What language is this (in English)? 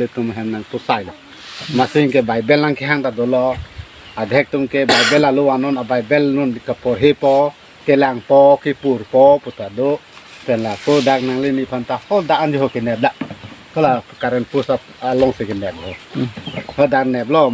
Karbi